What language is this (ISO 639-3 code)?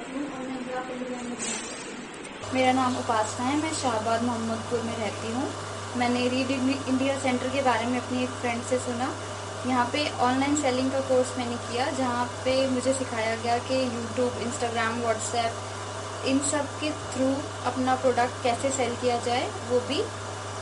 hin